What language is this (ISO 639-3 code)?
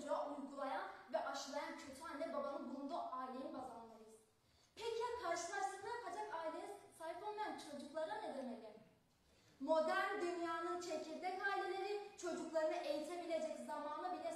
tur